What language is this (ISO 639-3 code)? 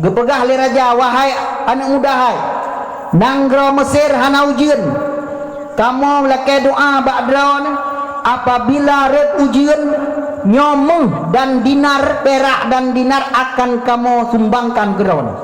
ace